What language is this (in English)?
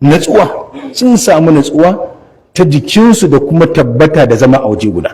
Hausa